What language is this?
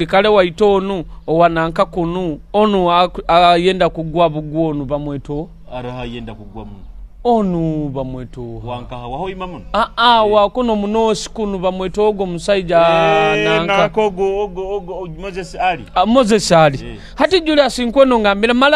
Nyoro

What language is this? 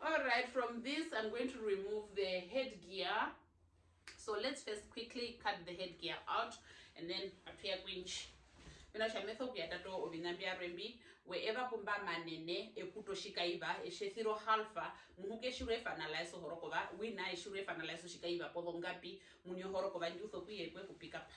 Herero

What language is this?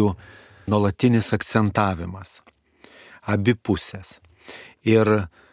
Lithuanian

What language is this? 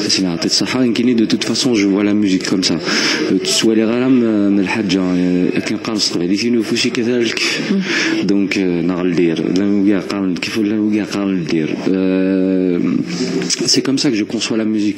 Kabyle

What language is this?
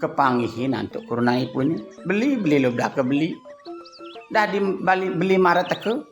Balinese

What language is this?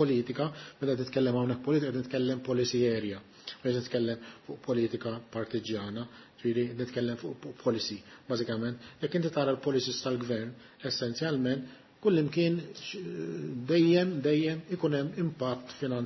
Maltese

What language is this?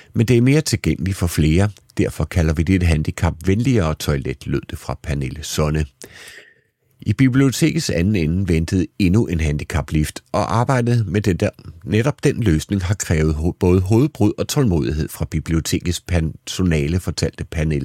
Danish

